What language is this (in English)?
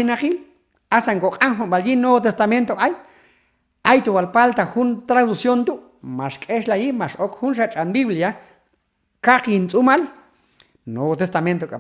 Q'anjob'al